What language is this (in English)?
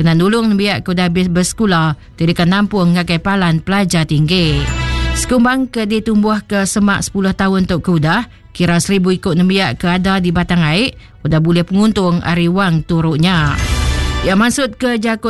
Iban